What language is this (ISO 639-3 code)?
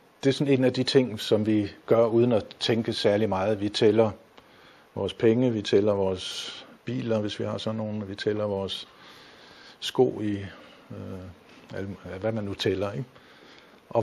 dan